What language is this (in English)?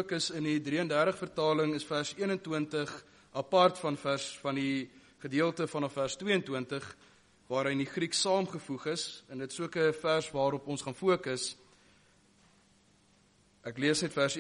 Afrikaans